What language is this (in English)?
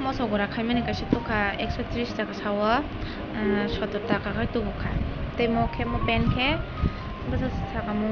Kok Borok